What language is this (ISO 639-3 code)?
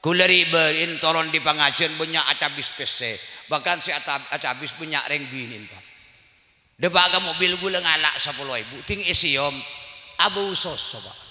mad